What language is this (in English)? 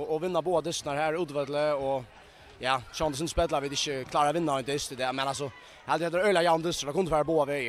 Faroese